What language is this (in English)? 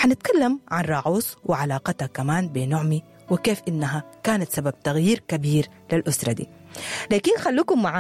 Sudanese Arabic